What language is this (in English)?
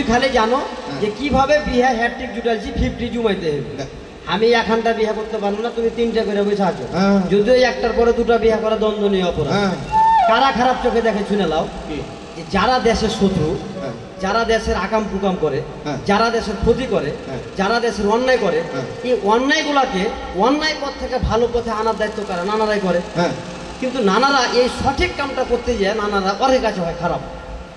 Bangla